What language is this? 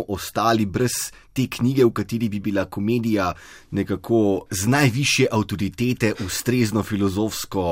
Slovenian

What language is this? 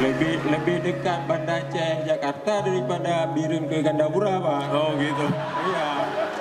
Achinese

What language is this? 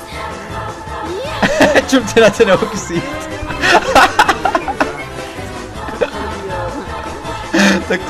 Czech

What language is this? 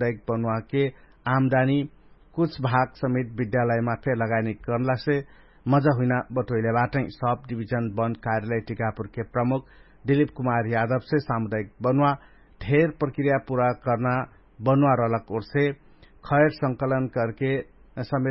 Dangaura Tharu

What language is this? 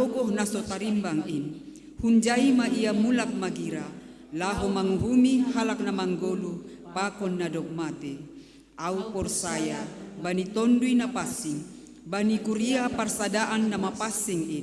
Batak Simalungun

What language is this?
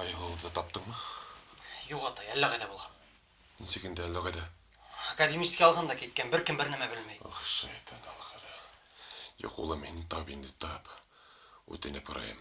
Bashkir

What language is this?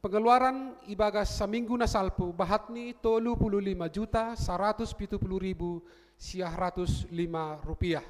Batak Simalungun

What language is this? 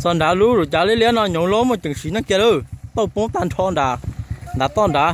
Hmong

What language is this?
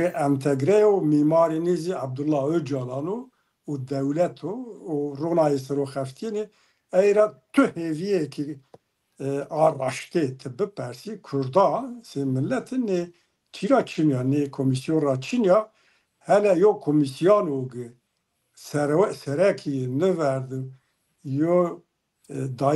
Zaza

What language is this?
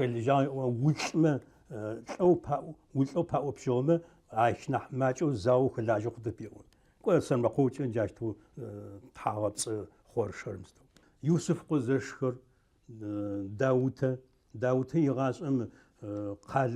Adyghe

